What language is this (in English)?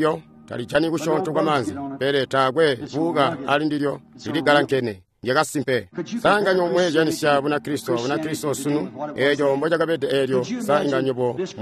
Tonga (Zambia)